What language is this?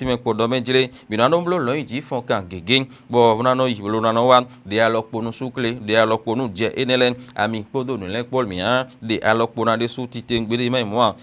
Fon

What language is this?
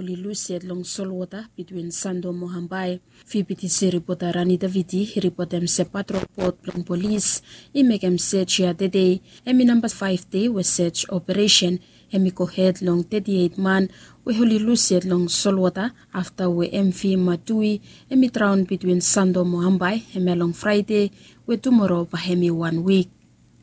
Bislama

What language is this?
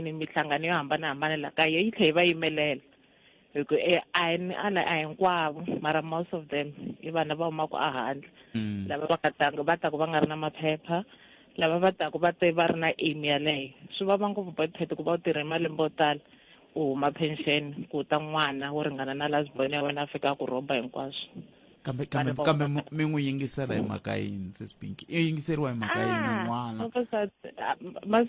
Tsonga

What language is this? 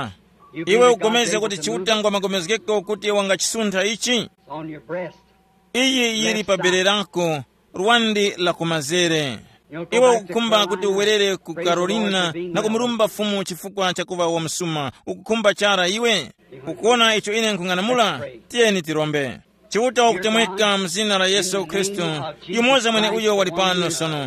Tumbuka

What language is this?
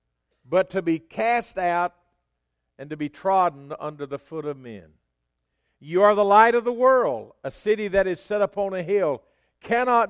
English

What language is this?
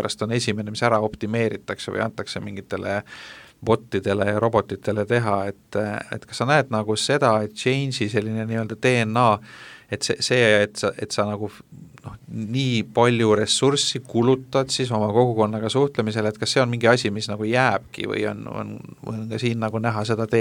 Estonian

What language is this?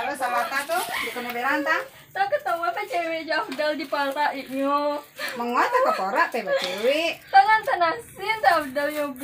Minangkabau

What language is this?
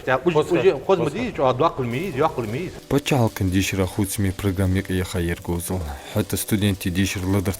Ingush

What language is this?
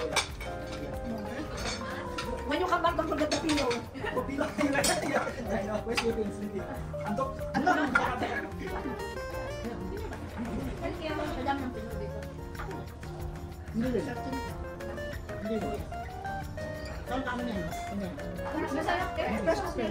Filipino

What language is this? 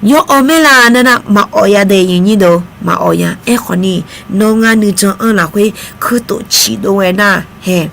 Akha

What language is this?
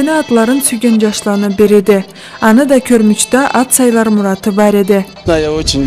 Karachay-Balkar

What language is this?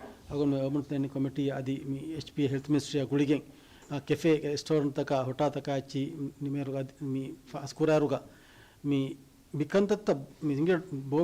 Divehi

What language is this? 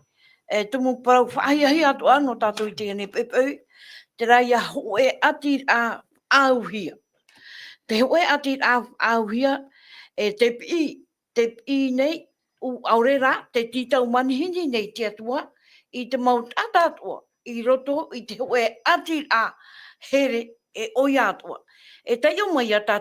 Tahitian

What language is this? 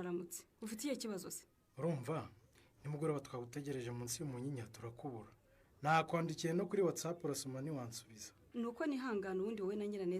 Kinyarwanda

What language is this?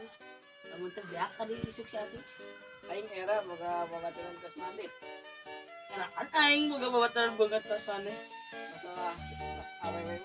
Sundanese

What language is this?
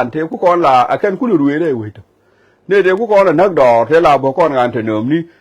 Nuer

